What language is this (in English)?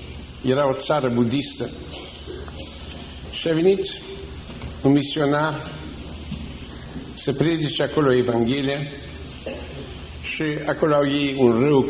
Romanian